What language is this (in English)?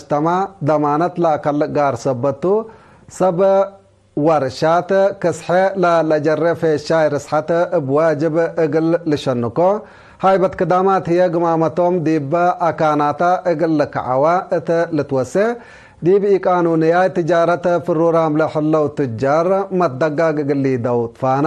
Tigre